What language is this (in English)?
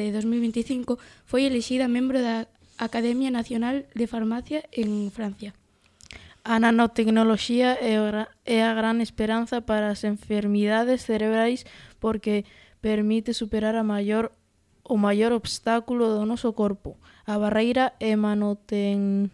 Galician